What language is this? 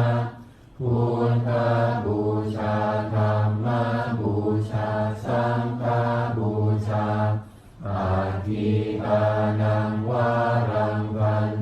Pali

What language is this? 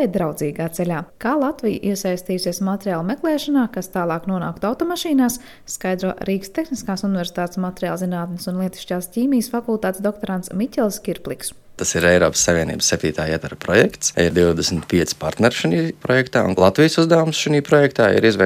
Latvian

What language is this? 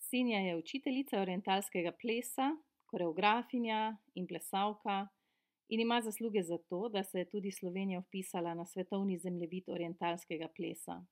Slovenian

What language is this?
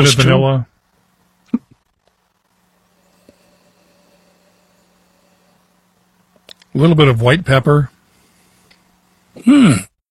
English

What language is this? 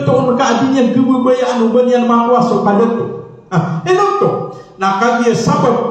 Maranao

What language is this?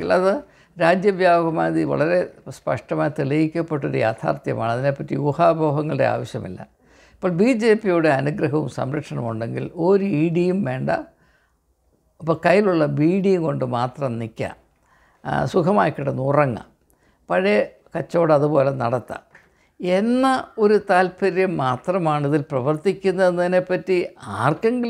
Malayalam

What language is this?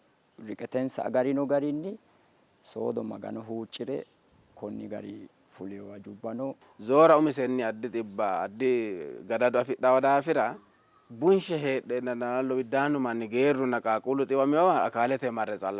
Sidamo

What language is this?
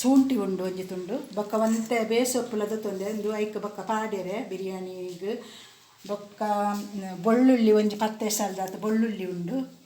Tulu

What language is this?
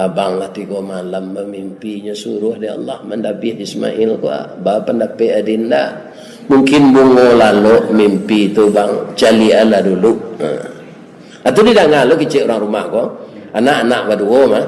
Minangkabau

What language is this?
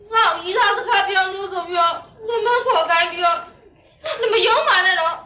Burmese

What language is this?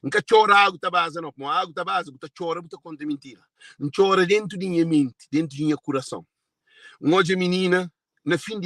Kabuverdianu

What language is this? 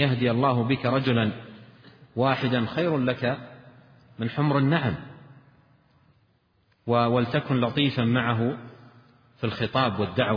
Arabic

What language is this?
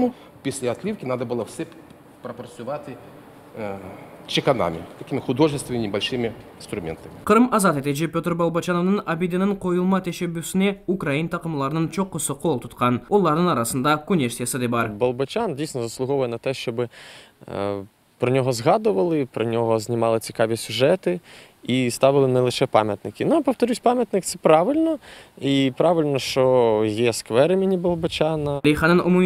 Crimean Tatar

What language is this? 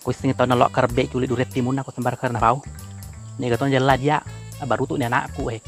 Buginese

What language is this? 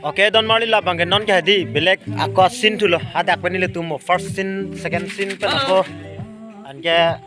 Karbi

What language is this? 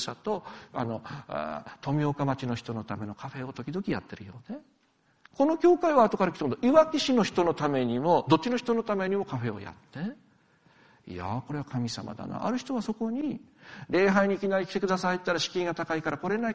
Japanese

